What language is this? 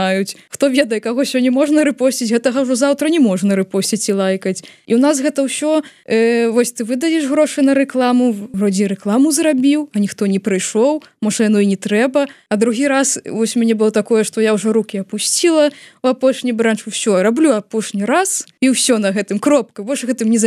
Belarusian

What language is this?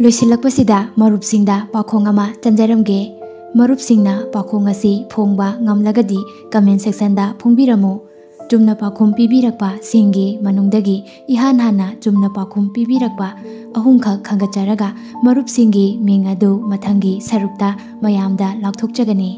Manipuri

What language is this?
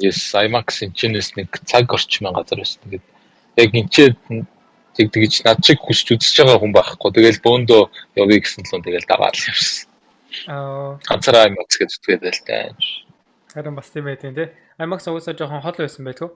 Mongolian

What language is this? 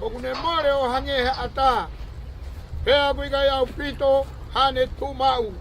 Tongan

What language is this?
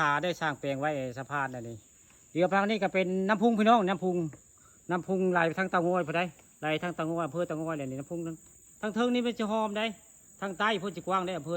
Northeastern Thai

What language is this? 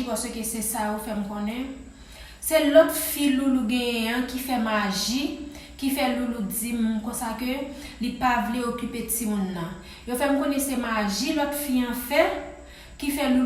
Haitian Creole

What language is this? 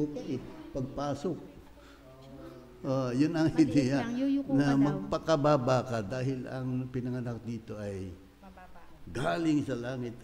Filipino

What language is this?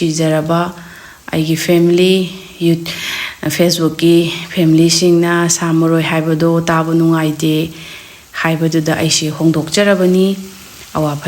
Manipuri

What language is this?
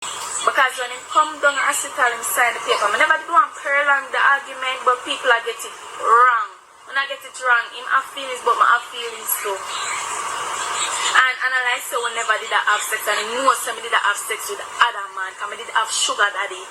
Jamaican Creole English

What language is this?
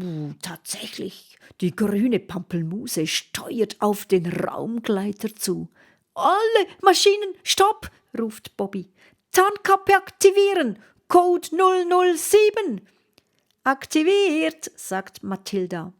Swiss German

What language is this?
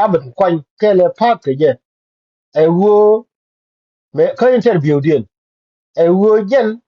Nuer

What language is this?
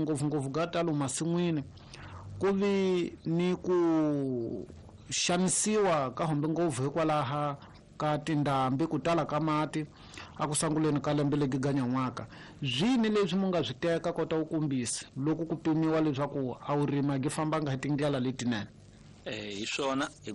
Tsonga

